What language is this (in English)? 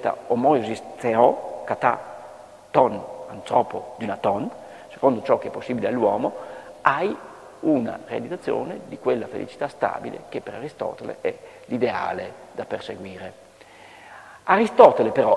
Italian